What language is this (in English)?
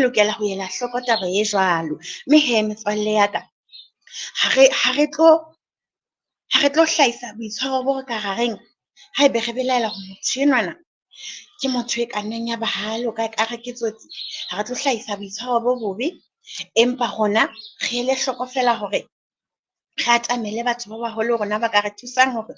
Southern Sotho